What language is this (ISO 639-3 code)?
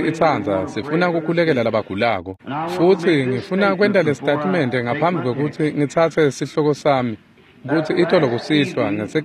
ssw